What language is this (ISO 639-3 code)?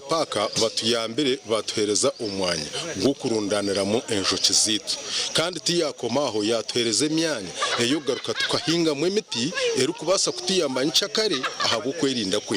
nyn